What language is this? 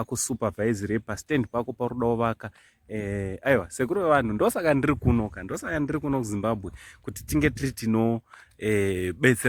Shona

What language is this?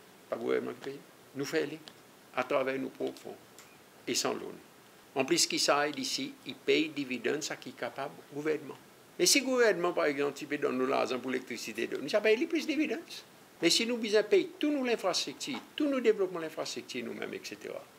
Seselwa Creole French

